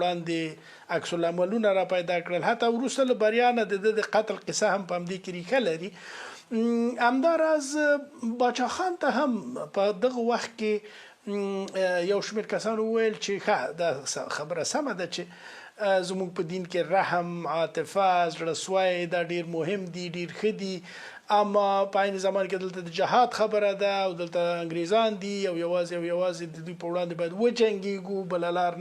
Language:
Pashto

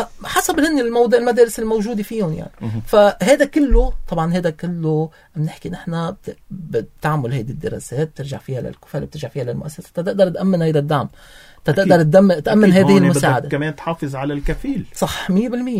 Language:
North Levantine Arabic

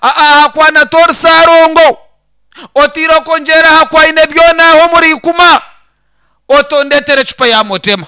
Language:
Nyankole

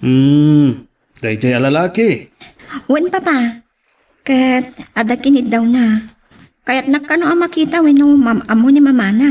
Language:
Iloko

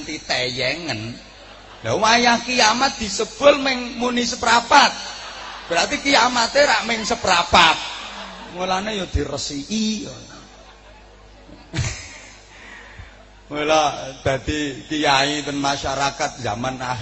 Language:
Javanese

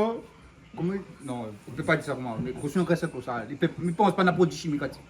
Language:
Réunion Creole French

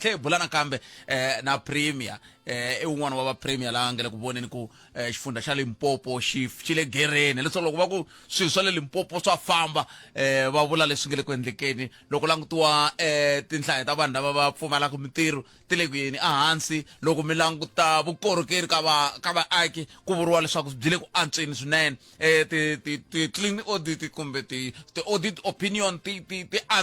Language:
Tsonga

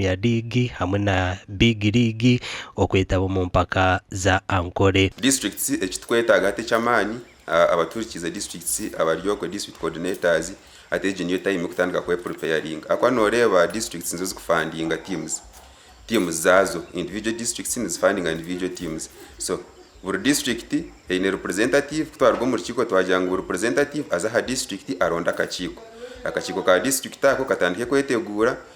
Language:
Nyankole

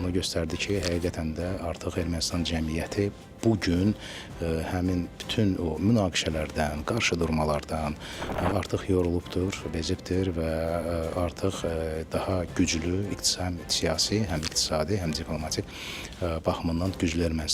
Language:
Azerbaijani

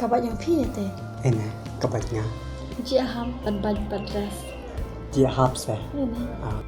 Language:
Khasi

